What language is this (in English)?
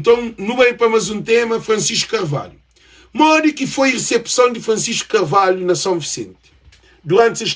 Kabuverdianu